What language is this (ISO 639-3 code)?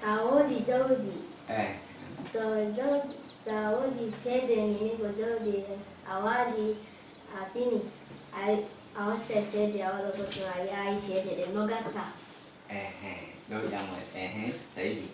ful